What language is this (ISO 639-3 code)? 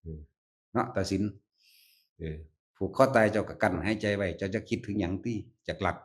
tts